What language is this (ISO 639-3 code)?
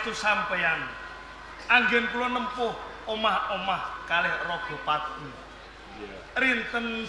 jav